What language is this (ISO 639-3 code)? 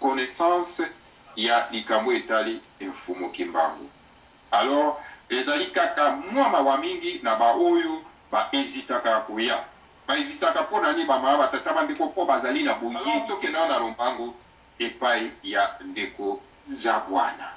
lin